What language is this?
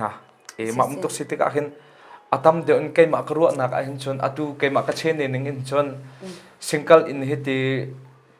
Hakha Chin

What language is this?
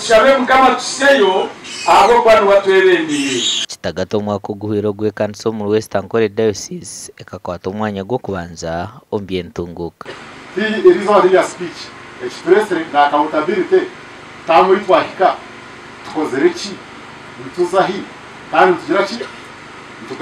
Nyankole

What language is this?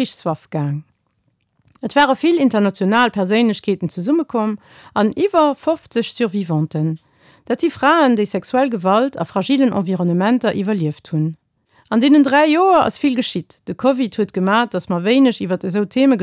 Luxembourgish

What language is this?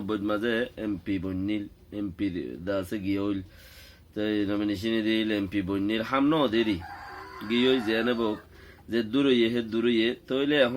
Rohingya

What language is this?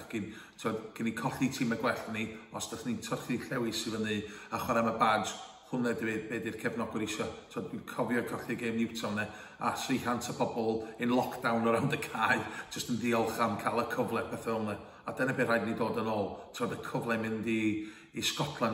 Welsh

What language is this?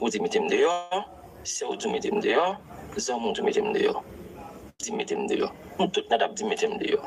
Haitian Creole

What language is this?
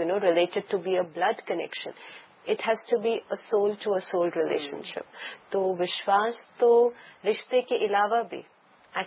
Hindi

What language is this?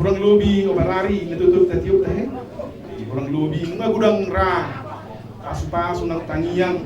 Batak Toba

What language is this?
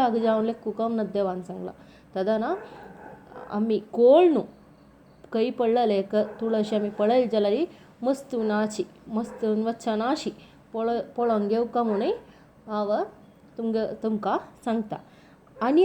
Konkani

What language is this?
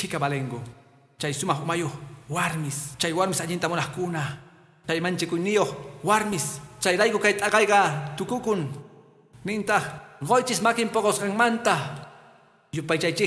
Quechua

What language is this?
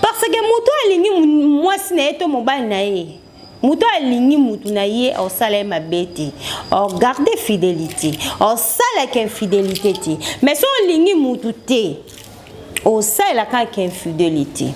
Lingala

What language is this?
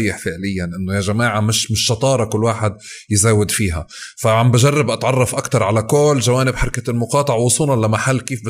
North Levantine Arabic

